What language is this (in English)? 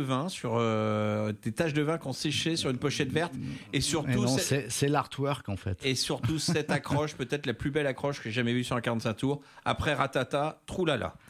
French